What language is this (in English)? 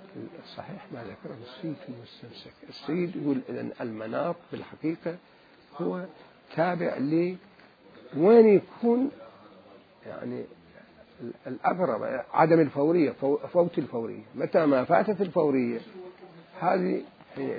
Mesopotamian Arabic